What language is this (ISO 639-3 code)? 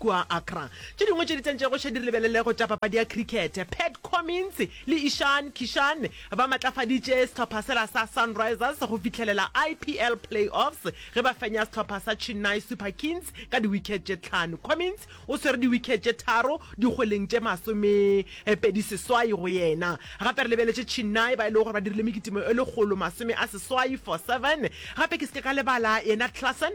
nso